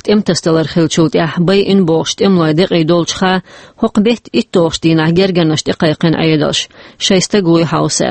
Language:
Chechen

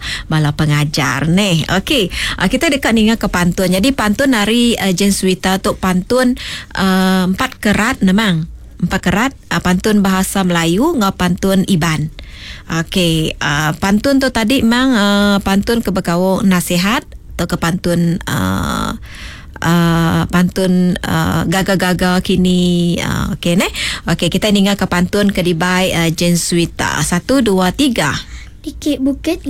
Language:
Iban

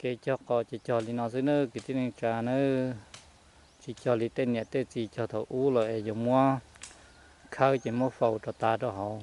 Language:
Hmong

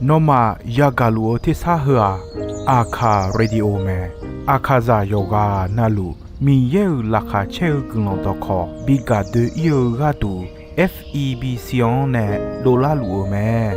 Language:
Akha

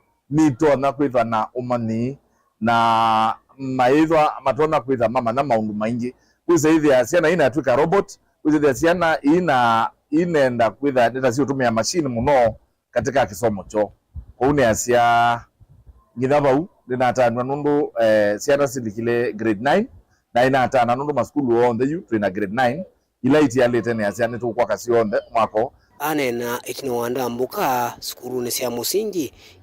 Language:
Kamba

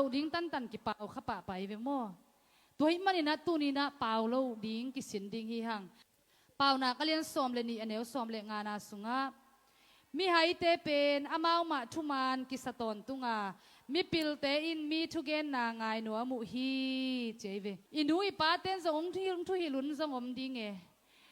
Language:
Tedim Chin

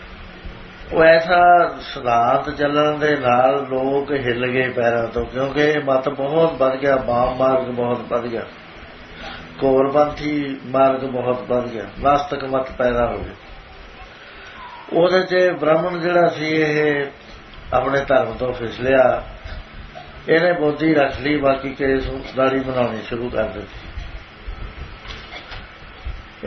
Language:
Punjabi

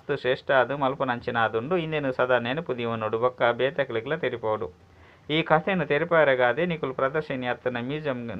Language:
Tulu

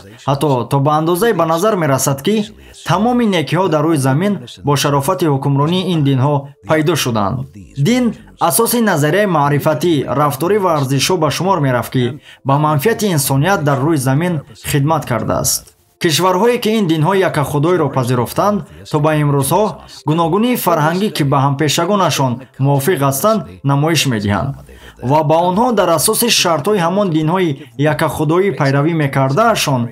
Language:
Tajik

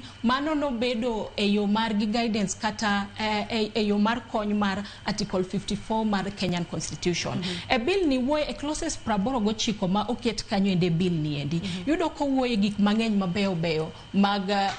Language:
Luo (Kenya and Tanzania)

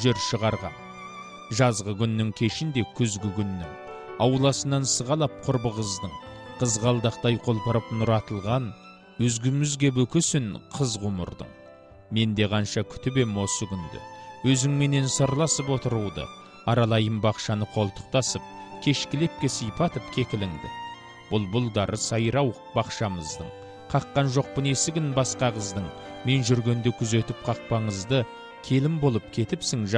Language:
Kazakh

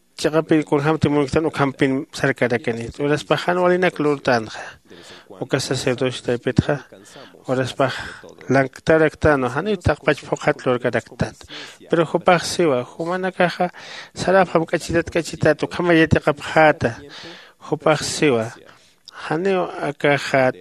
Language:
Aymara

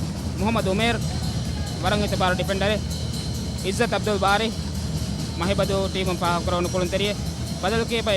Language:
Divehi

